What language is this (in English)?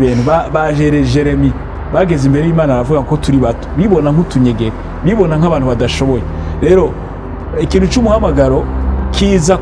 Rundi